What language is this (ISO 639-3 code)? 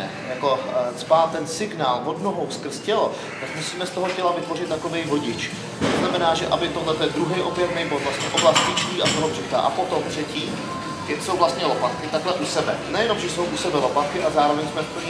ces